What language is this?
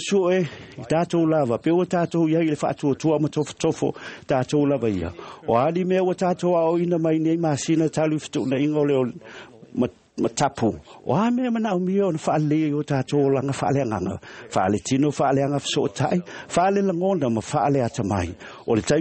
Samoan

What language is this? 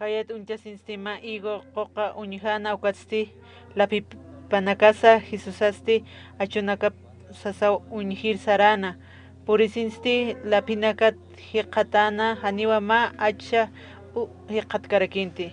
Aymara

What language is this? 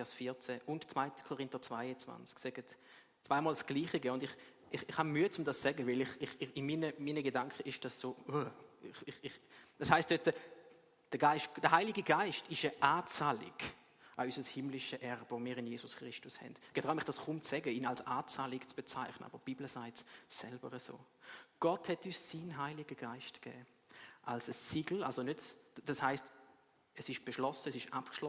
Swiss German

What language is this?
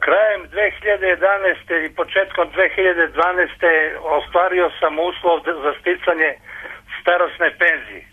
Serbian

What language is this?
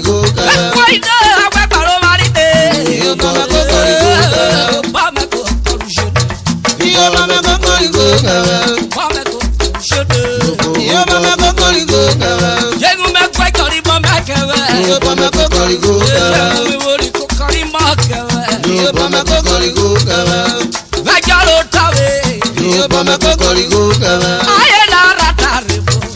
Urhobo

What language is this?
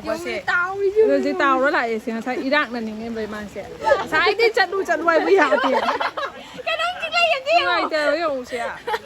Manipuri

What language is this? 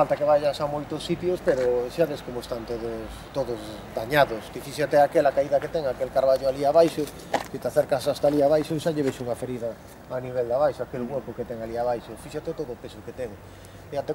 Galician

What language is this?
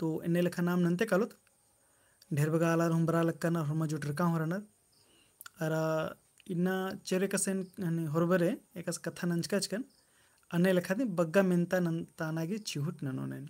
Kurukh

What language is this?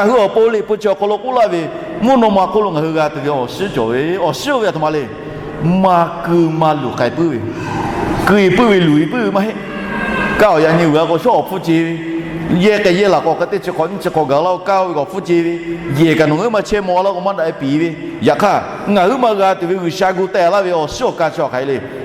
Lahu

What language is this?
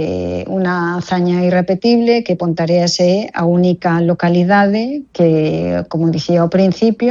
Galician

